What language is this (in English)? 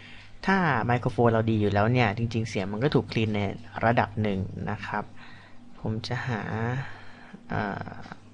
Thai